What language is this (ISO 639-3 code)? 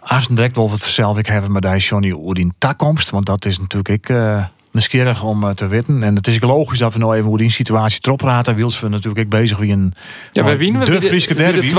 fry